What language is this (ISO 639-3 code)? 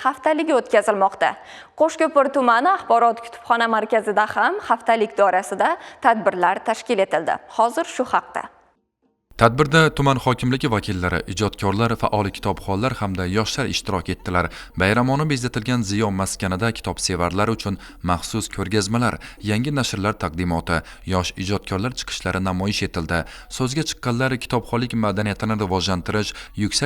uzb